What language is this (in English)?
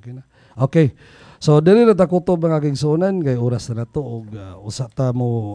Cebuano